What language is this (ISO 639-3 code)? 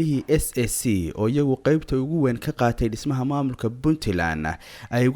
som